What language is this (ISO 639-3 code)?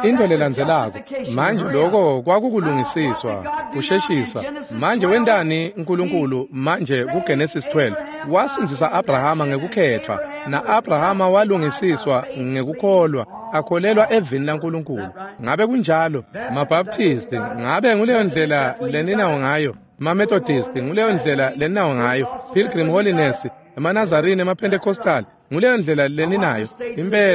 ssw